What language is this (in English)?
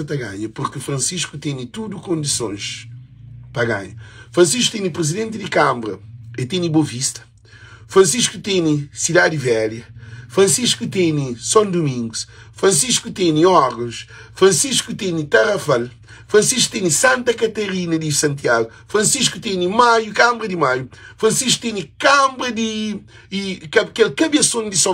Kabuverdianu